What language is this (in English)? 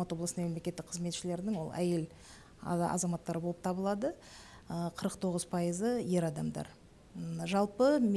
Kazakh